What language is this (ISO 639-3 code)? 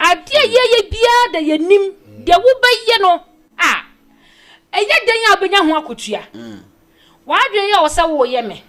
aka